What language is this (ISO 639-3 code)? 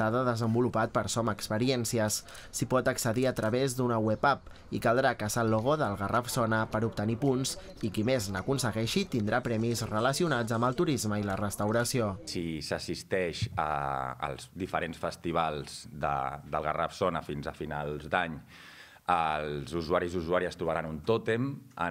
cat